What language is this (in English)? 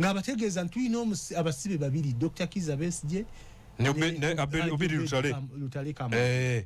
Ganda